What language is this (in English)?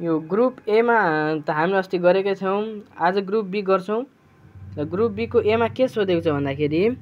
Nepali